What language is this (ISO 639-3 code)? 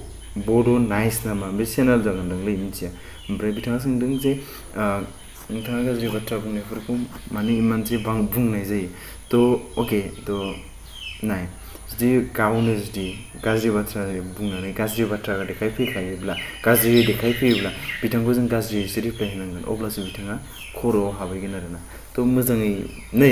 brx